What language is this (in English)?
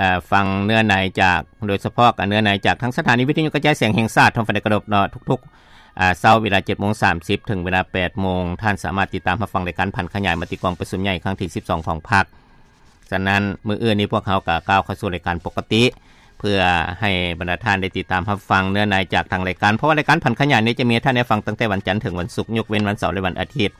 Lao